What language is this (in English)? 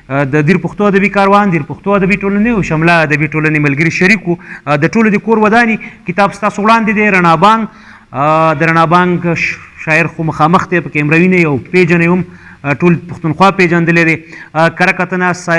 Pashto